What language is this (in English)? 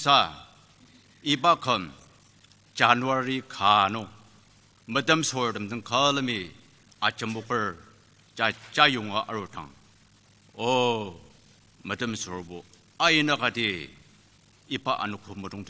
Ao Naga